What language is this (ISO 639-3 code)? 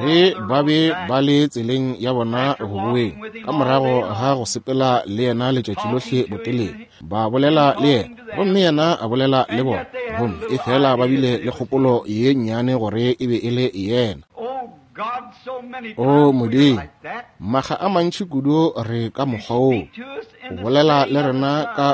nso